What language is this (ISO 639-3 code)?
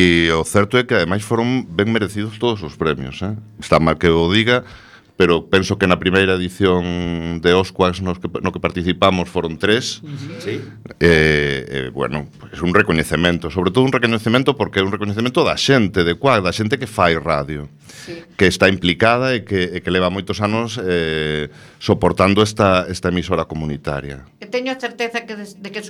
glg